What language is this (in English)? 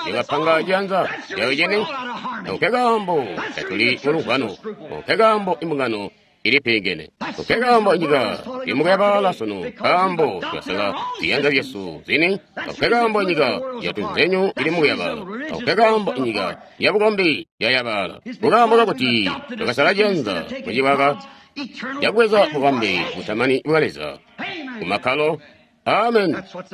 Tonga (Zambia)